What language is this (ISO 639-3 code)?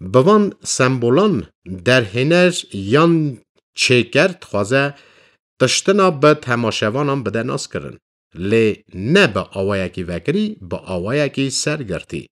kur